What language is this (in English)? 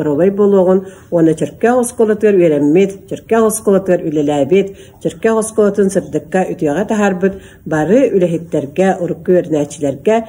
Yakut